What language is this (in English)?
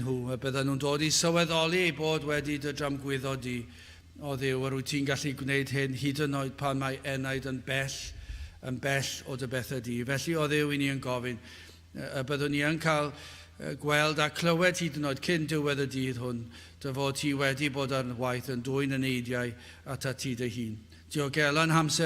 Welsh